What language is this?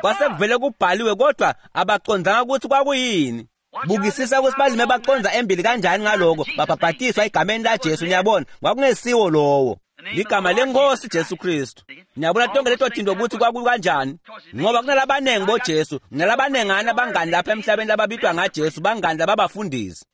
Swati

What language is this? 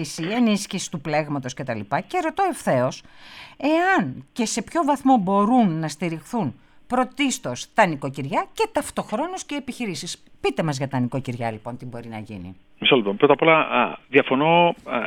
Greek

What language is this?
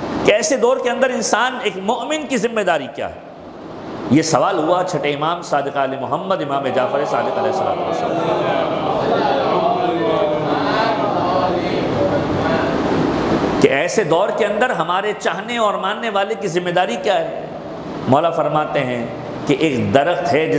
Urdu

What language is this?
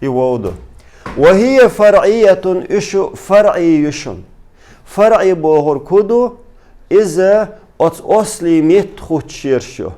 Chechen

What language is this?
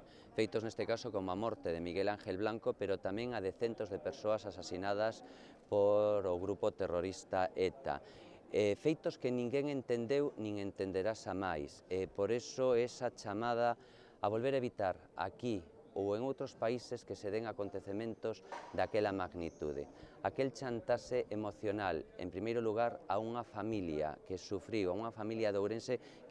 Galician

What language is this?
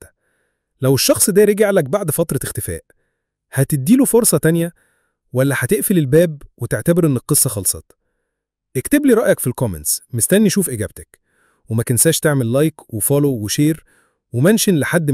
Egyptian Arabic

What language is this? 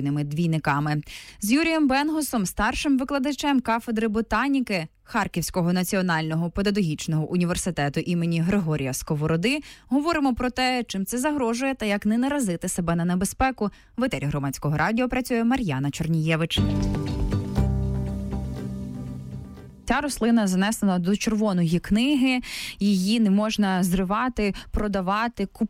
Ukrainian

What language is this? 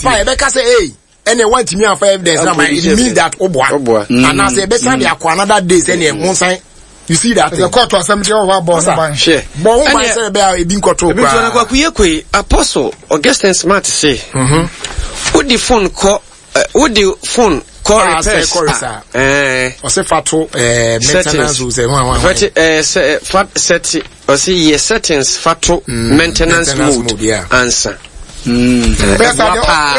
Akan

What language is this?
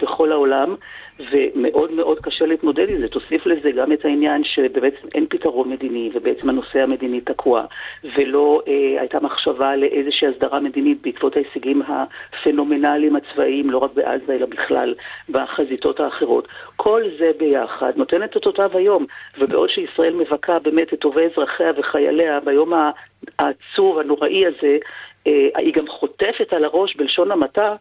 Hebrew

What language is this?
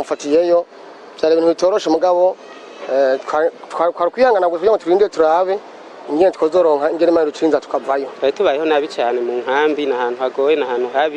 Rundi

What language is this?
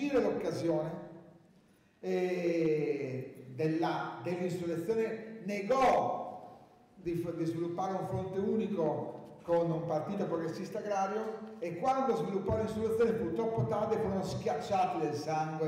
Italian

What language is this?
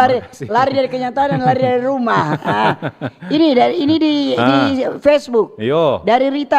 Manado Malay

